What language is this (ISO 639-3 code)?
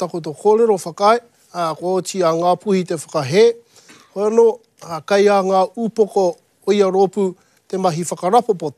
mri